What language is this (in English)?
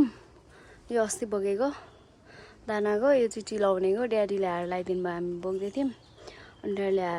Nepali